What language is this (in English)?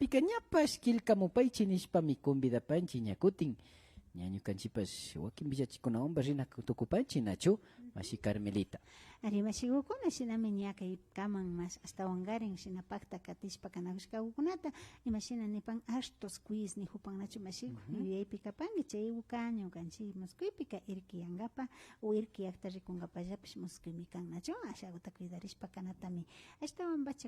Imbabura Highland Quichua